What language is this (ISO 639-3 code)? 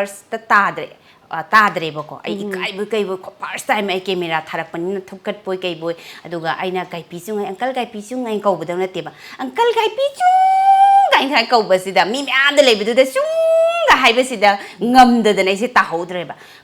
mni